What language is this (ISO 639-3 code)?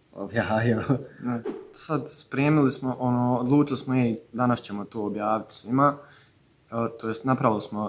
bos